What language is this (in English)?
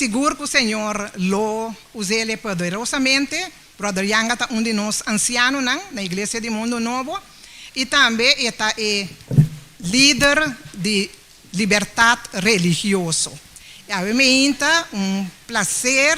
Papiamento